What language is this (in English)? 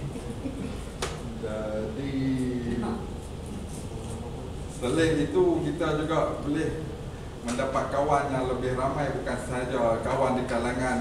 Malay